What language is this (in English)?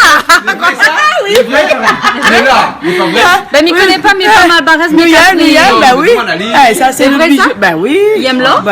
Réunion Creole French